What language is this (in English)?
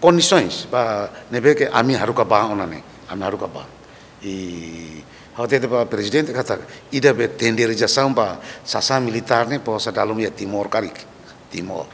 Tetum